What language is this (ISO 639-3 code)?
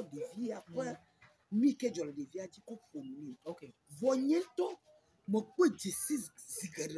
ewe